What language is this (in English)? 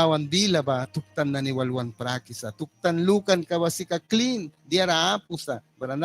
Mískito